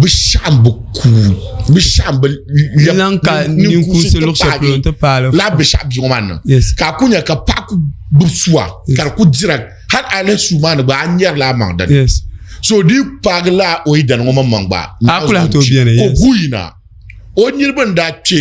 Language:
Dagbani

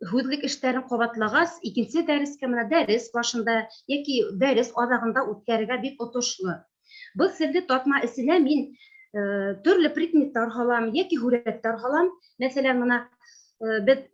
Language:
Bashkir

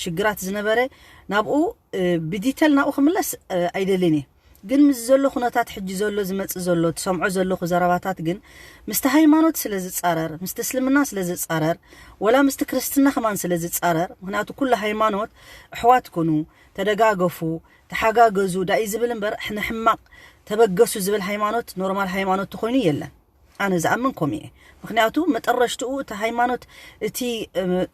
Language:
Tigrinya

